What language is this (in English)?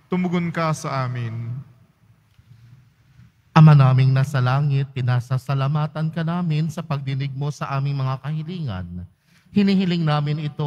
Filipino